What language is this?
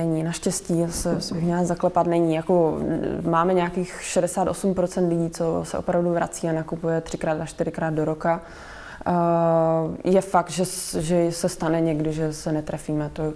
Czech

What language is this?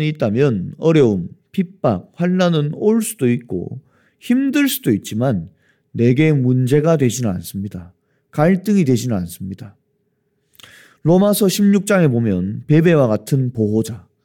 Korean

